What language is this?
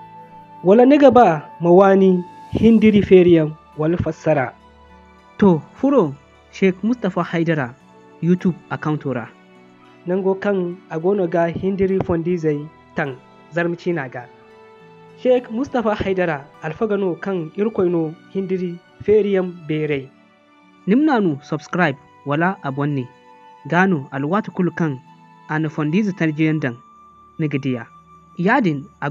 Zarma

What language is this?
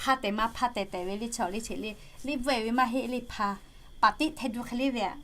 Lahu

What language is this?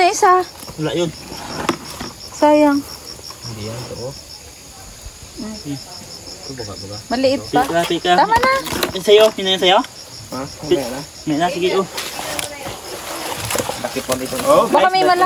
Filipino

